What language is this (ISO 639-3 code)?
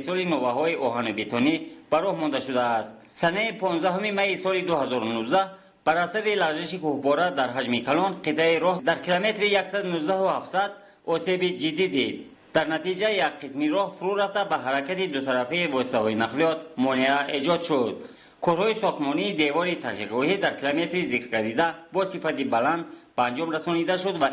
tgk